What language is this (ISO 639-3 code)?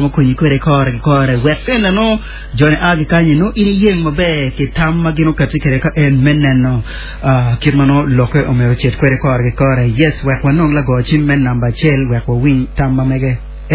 ach